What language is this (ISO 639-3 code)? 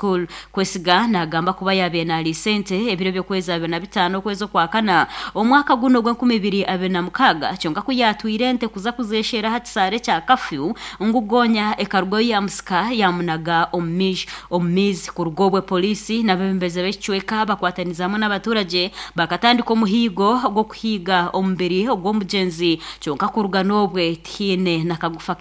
nyn